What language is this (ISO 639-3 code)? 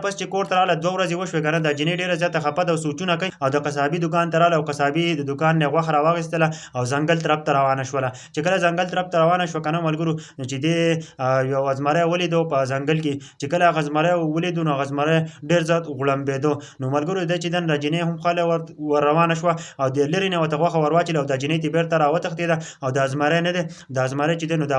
pus